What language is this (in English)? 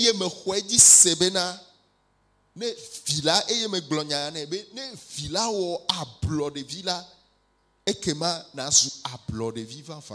Ewe